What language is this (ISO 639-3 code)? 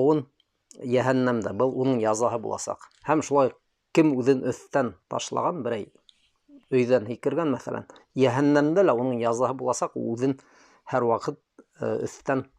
bak